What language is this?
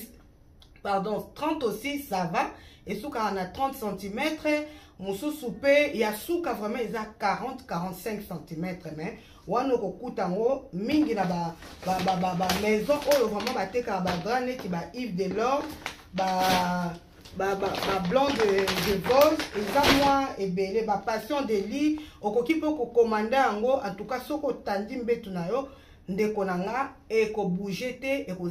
Lingala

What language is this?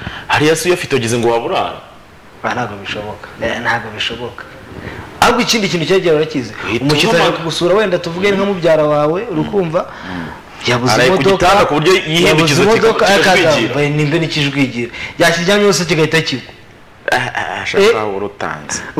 Kinyarwanda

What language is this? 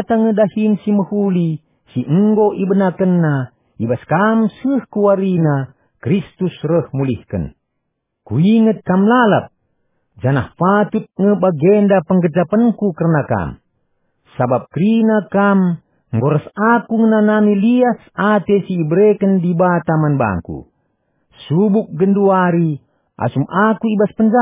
Batak Karo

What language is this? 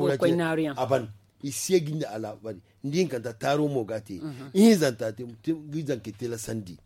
Zarma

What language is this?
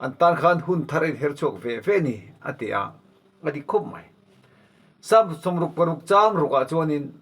Mizo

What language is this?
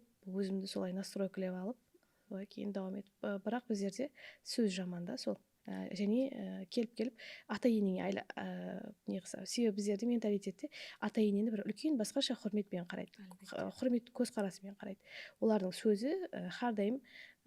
Kara-Kalpak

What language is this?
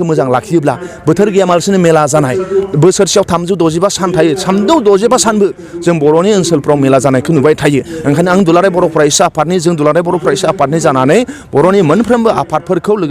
Bodo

